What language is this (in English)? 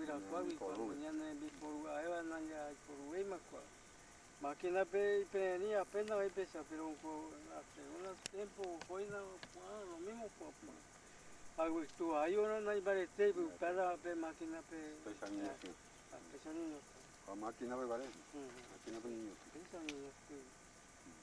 Guarani